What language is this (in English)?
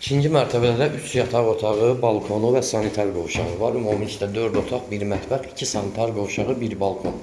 Azerbaijani